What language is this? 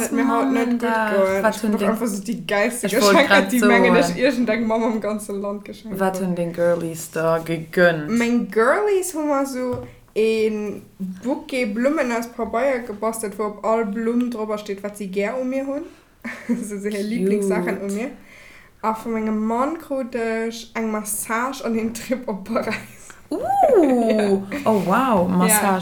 Luxembourgish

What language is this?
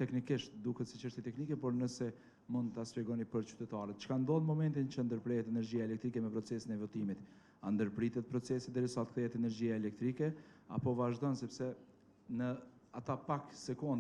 Albanian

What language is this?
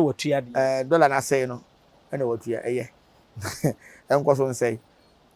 Akan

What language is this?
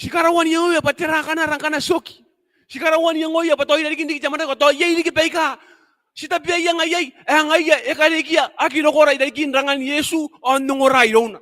Gilbertese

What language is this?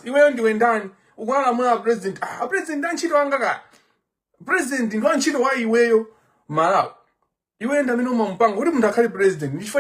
Nyanja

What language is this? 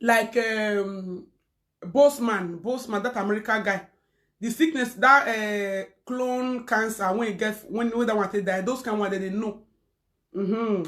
Nigerian Pidgin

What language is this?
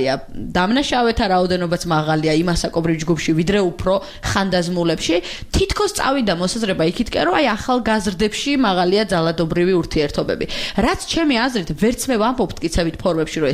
Georgian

